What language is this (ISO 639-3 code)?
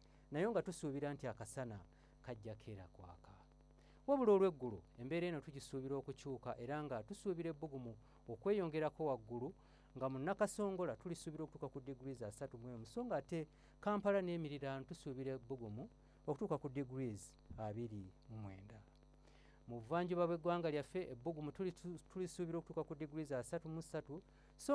lug